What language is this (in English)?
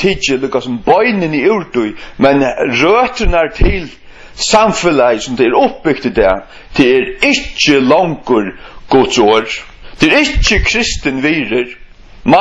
Faroese